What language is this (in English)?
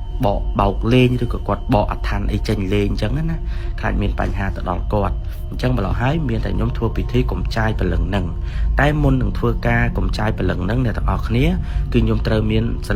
Khmer